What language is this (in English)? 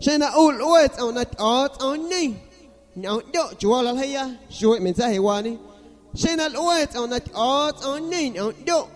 San Pedro Amuzgos Amuzgo